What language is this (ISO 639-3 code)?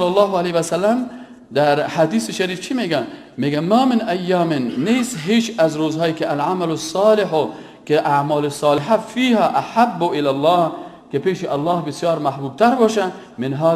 fas